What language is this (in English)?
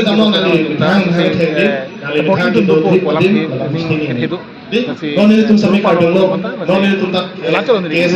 Karbi